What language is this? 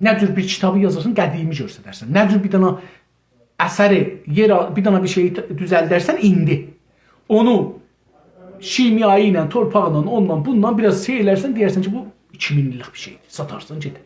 South Azerbaijani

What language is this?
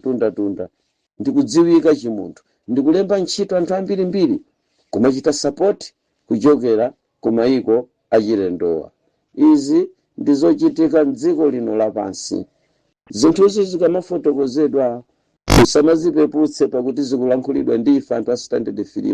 Nyanja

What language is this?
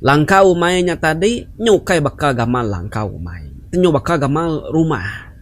Iban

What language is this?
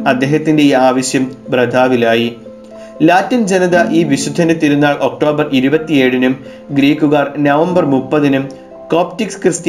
Malayalam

